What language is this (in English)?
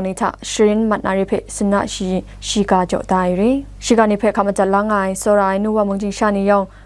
Kachin